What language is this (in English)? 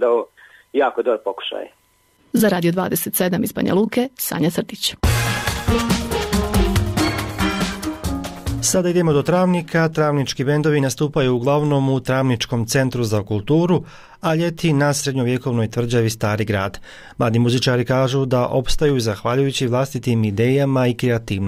Bosnian